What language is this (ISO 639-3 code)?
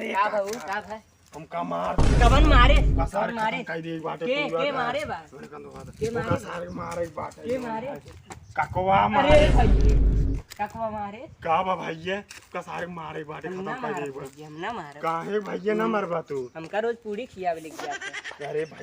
awa